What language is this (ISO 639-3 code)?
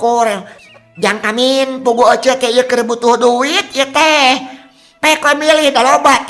sun